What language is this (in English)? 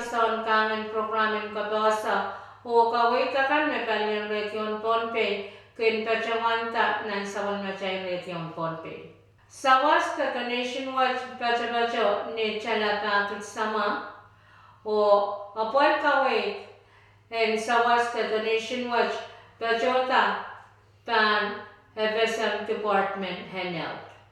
Pohnpeian